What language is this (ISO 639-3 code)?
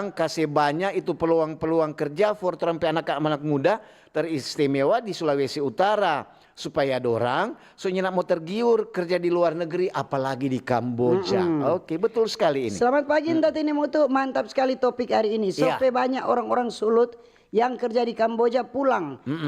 xmm